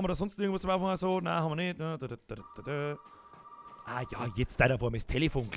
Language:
Bavarian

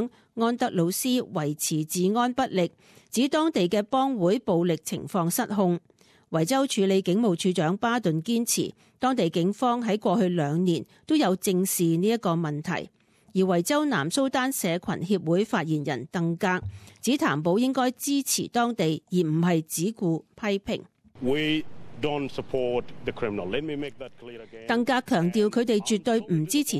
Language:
Cantonese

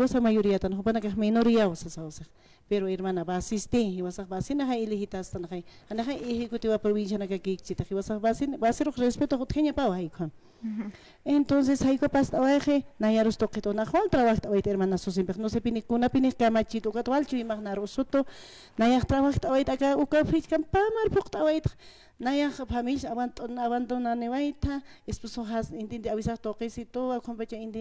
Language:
Aymara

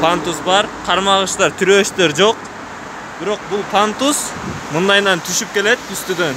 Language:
Kyrgyz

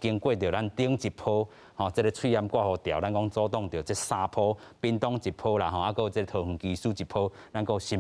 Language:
Min Nan Chinese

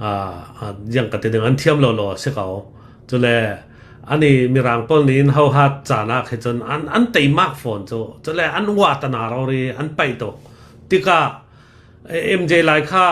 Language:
Hakha Chin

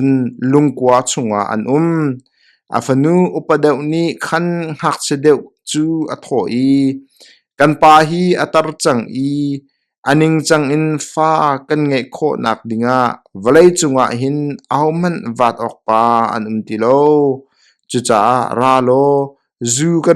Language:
Hakha Chin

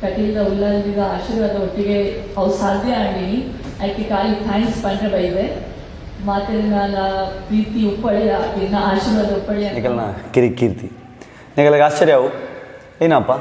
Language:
Tulu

